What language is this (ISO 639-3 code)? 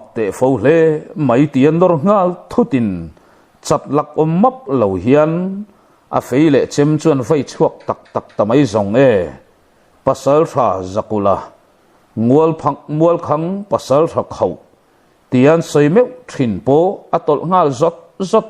lus